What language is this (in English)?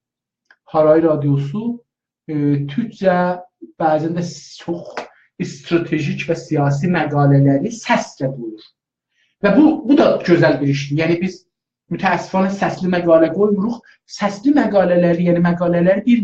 South Azerbaijani